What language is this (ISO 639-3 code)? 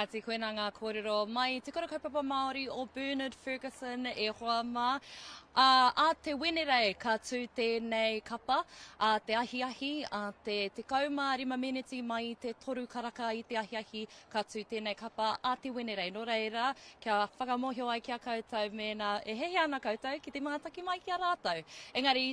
mri